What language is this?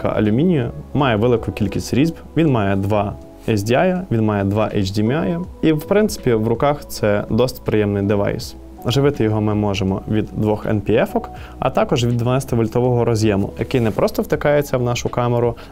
Ukrainian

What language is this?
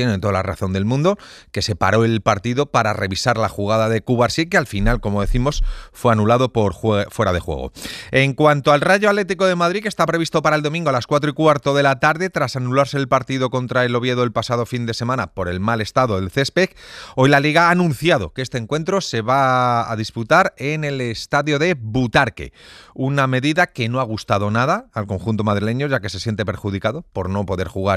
Spanish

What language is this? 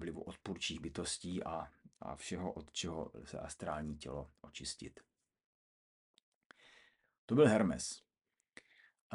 Czech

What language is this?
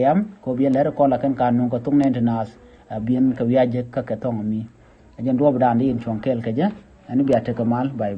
Nuer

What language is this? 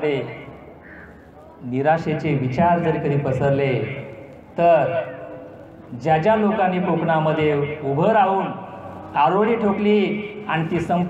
Marathi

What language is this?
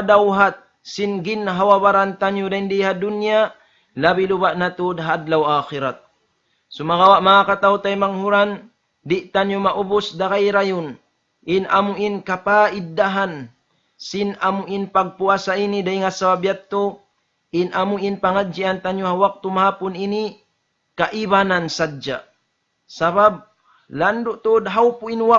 Tausug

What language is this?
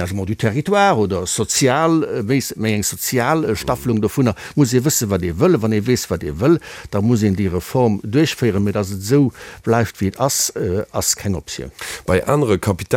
Luxembourgish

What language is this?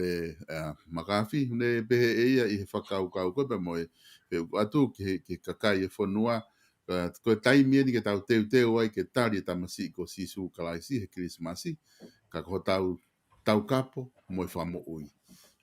Tongan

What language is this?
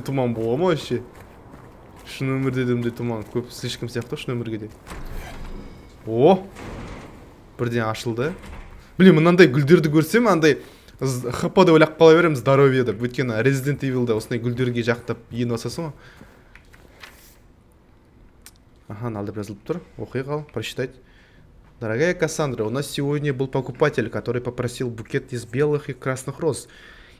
Kazakh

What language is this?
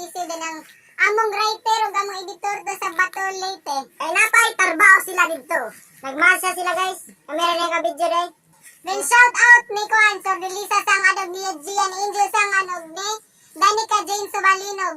Cebuano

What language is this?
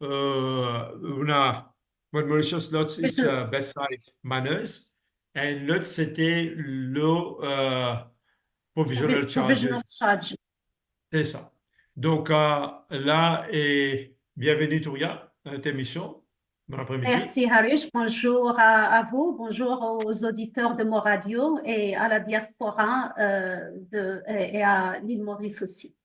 Morisyen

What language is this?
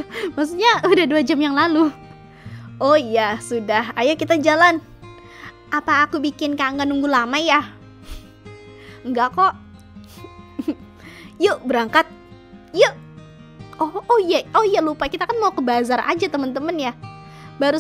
Indonesian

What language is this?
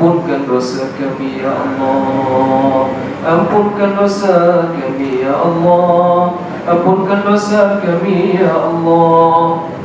Malay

